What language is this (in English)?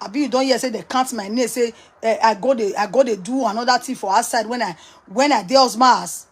Nigerian Pidgin